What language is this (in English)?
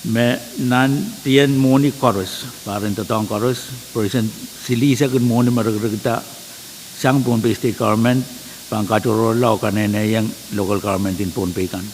Pohnpeian